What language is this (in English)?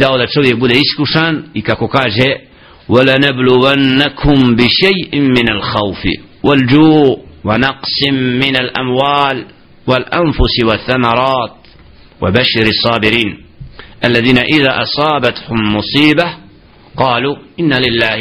Bosnian